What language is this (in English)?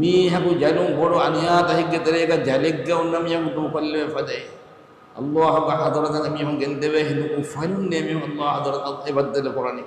Divehi